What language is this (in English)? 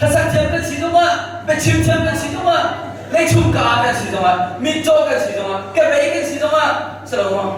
Hakha Chin